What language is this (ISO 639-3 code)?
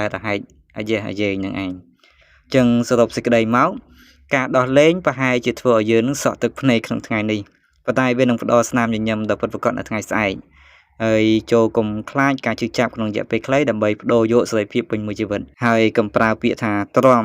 khm